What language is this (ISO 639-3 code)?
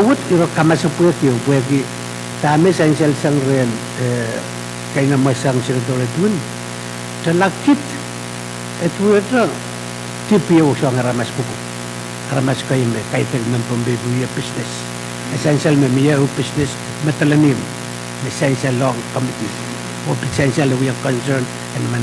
pon